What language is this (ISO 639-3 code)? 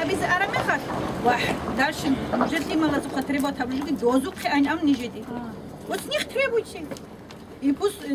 ava